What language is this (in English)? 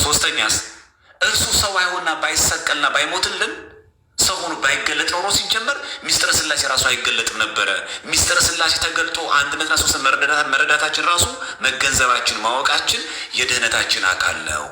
Amharic